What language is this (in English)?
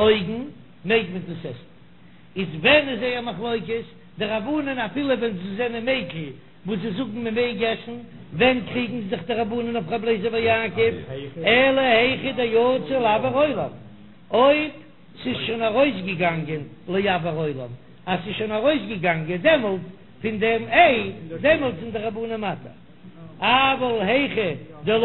Yiddish